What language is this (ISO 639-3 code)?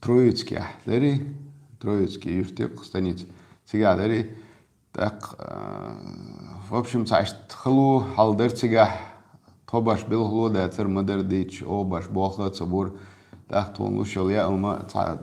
che